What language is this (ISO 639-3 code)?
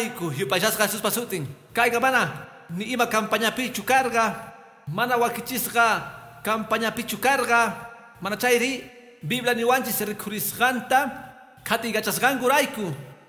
que